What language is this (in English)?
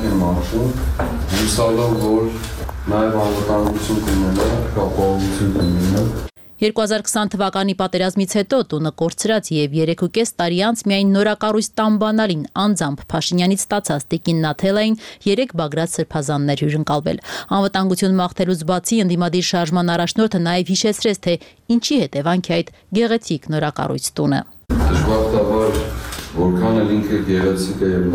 Armenian